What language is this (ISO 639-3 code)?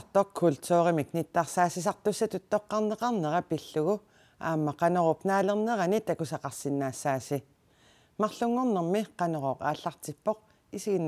kal